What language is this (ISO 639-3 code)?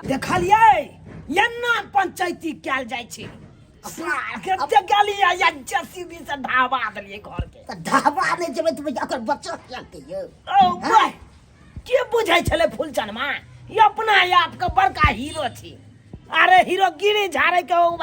mai